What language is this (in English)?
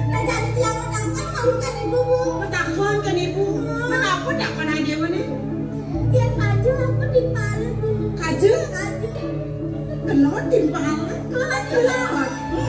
Balinese